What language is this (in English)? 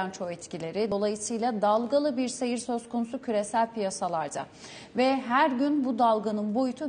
Turkish